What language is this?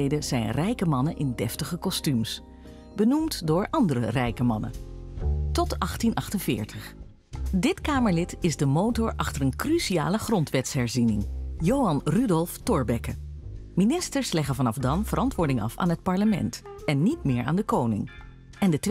Dutch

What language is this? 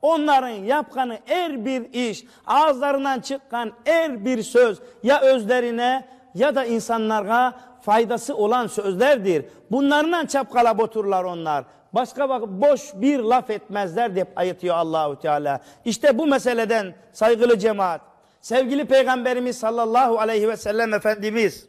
Crimean Tatar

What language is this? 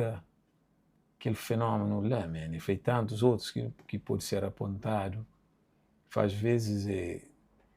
Kabuverdianu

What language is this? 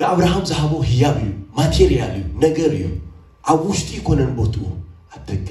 Tigrinya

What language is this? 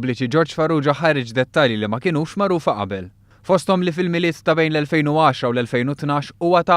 Maltese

